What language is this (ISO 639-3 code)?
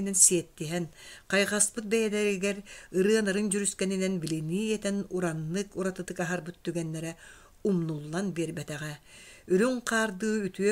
sah